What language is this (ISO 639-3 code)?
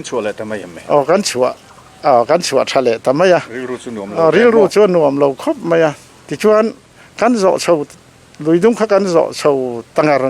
lus